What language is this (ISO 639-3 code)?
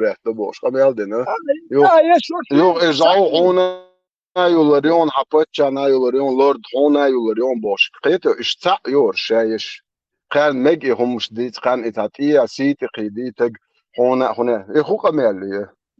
che